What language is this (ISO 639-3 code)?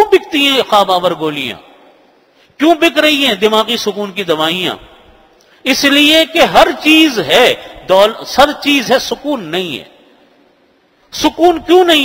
urd